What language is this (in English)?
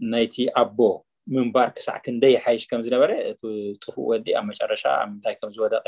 Tigrinya